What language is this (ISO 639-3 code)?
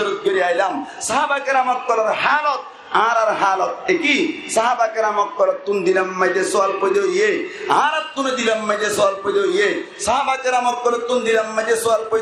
rhg